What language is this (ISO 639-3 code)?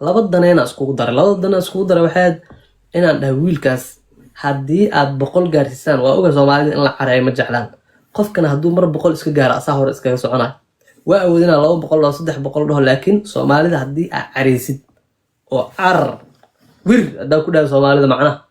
som